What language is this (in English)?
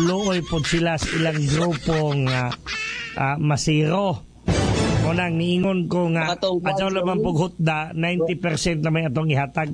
Cebuano